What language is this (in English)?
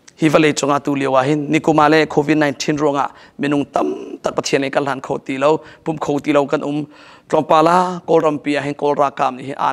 Hakha Chin